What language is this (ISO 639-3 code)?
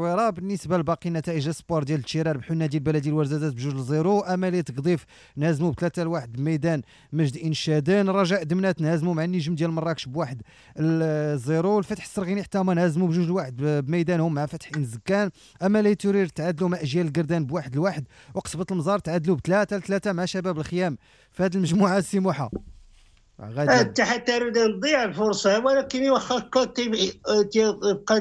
ary